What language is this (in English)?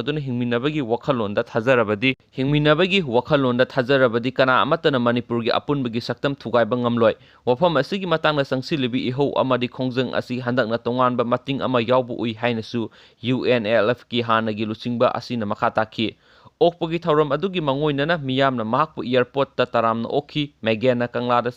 Manipuri